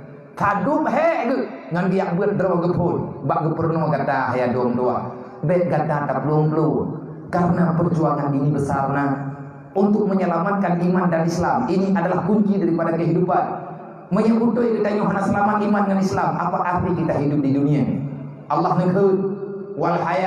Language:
Achinese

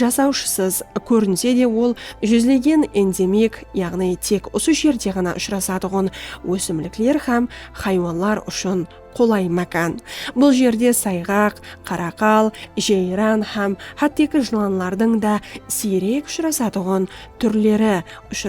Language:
Kara-Kalpak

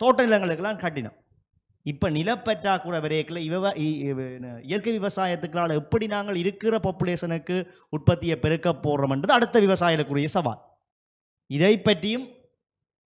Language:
Tamil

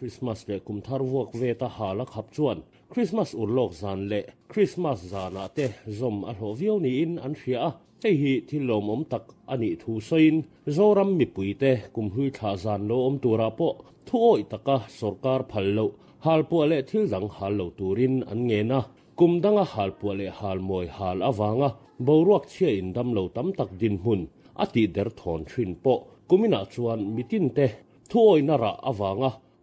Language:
Mizo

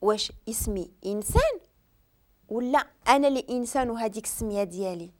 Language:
Moroccan Arabic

